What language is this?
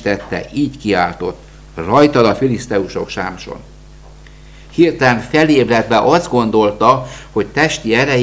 Hungarian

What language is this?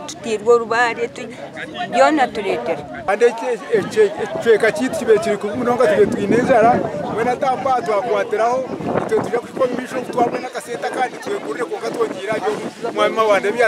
Nyankole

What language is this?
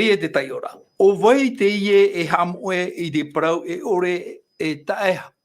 Tahitian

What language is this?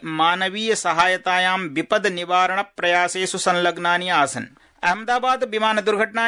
Sanskrit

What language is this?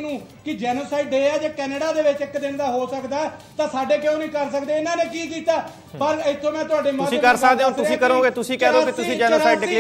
Punjabi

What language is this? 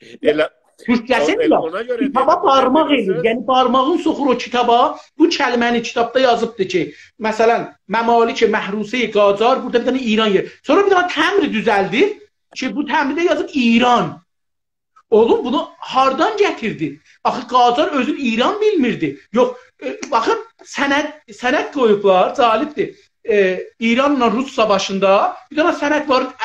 South Azerbaijani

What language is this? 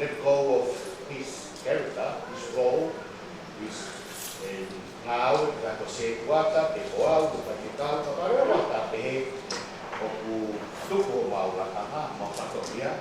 Tongan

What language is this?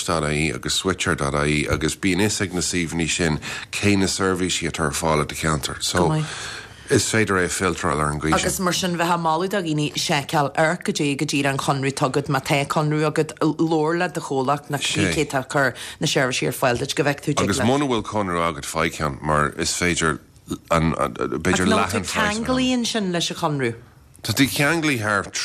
Irish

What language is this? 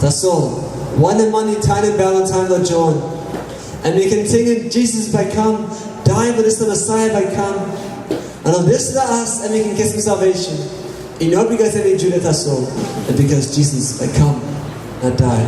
Tok Pisin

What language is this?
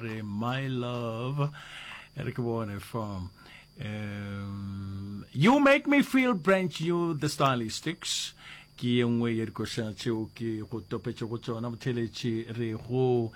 Northern Sotho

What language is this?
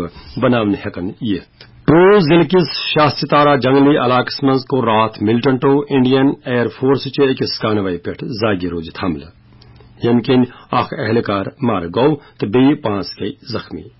Kashmiri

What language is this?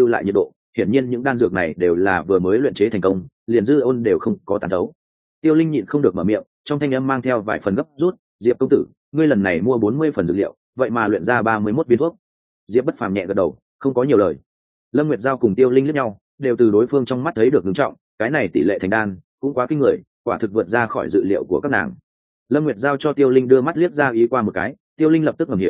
Vietnamese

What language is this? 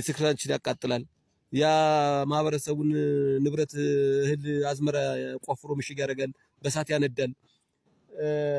Amharic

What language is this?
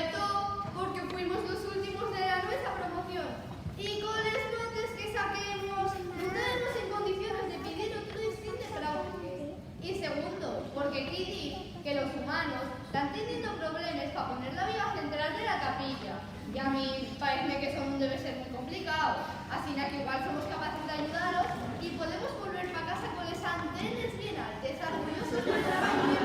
Asturian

